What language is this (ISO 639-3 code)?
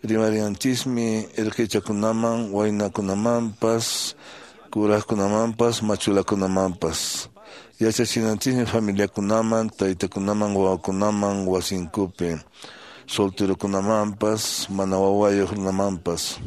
que